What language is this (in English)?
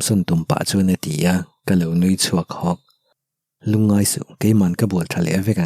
Mizo